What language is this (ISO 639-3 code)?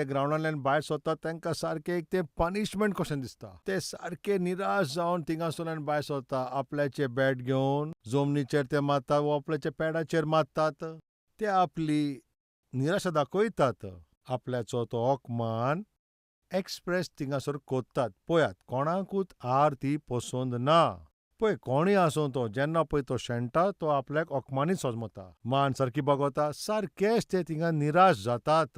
kok